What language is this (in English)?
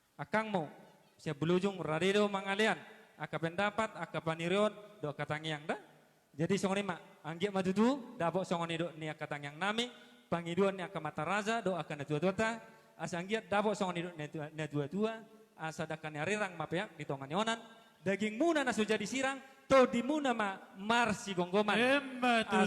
Batak Toba